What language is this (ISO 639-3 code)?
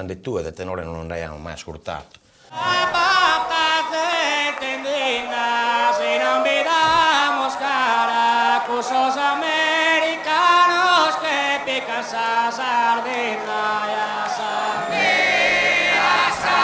srd